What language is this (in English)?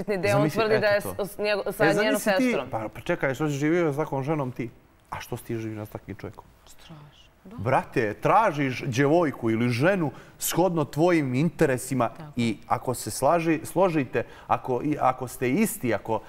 Bosnian